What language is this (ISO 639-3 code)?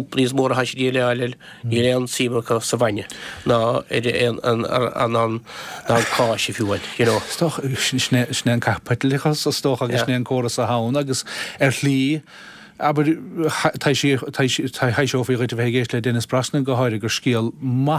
gle